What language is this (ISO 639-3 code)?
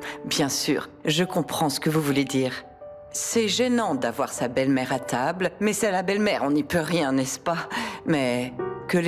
fra